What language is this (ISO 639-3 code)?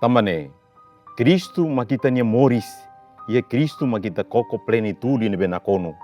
tet